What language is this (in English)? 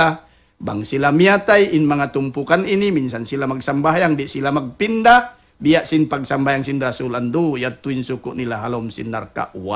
Tausug